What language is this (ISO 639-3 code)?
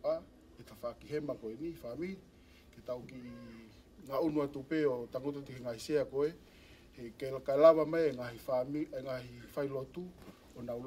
ton